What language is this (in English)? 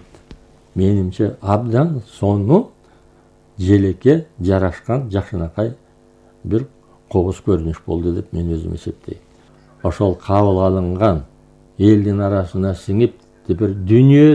Kyrgyz